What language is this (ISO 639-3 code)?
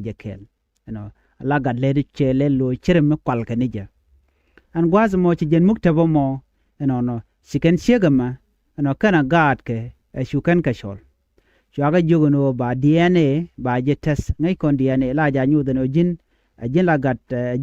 nus